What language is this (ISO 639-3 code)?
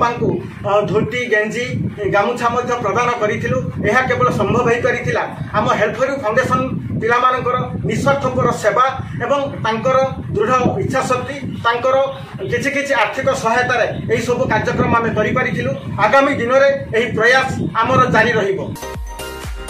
ori